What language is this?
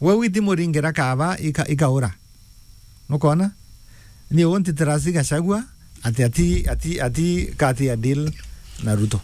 Meru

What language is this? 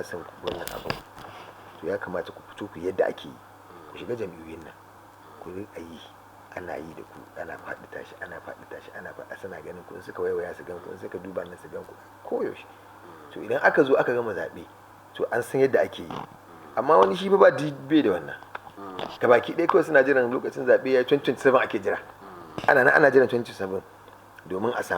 Hausa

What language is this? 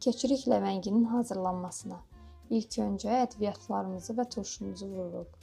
Azerbaijani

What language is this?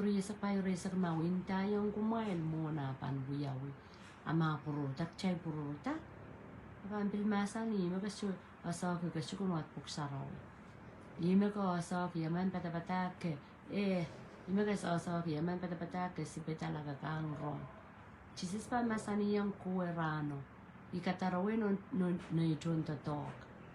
Pohnpeian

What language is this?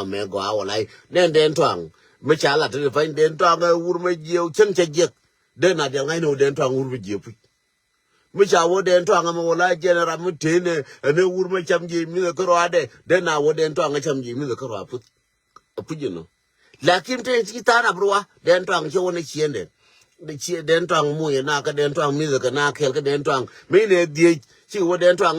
Nuer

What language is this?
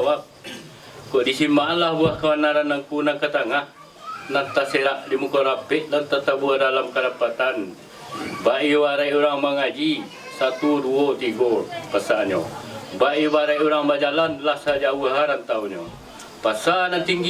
Minangkabau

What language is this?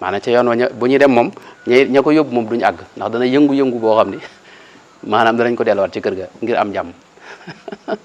Wolof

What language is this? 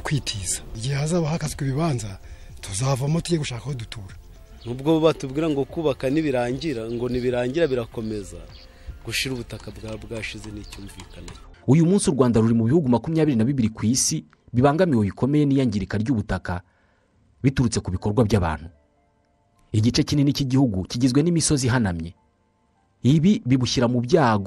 Kinyarwanda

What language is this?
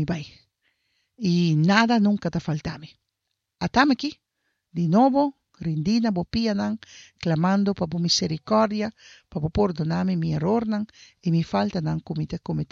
Papiamento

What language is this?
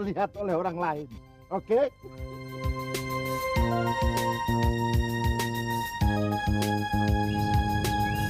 Indonesian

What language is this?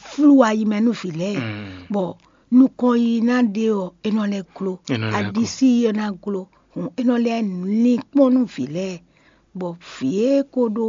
Fon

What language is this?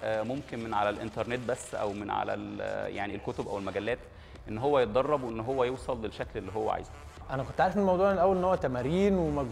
Egyptian Arabic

